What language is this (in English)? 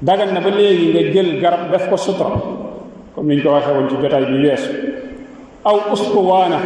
Wolof